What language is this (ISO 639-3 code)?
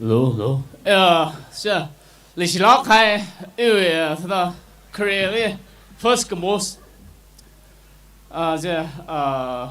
nmf